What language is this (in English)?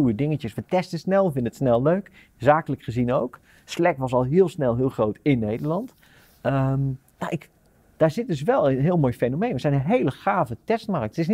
Dutch